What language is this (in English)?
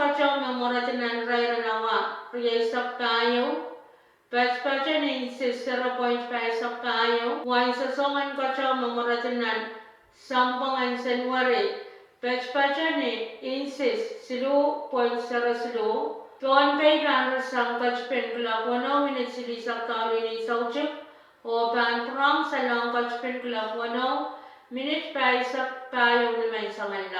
Pohnpeian